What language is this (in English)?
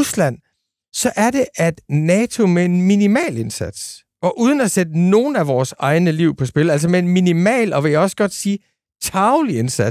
Danish